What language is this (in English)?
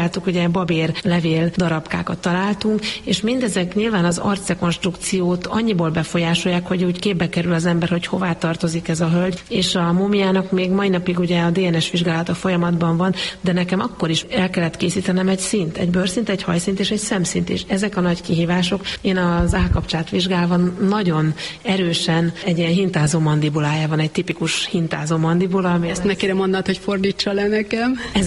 Hungarian